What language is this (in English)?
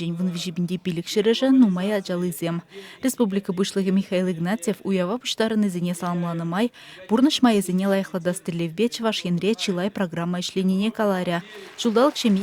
Chuvash